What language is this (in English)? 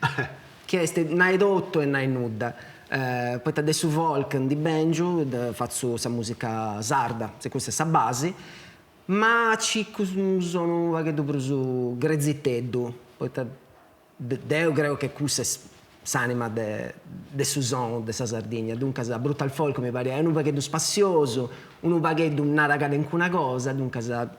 Sardinian